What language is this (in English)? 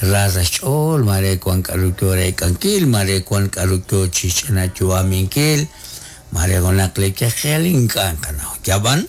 Kekchí